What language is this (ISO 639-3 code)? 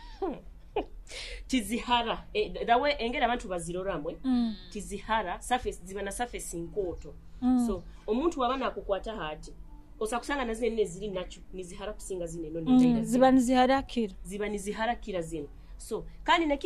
nyo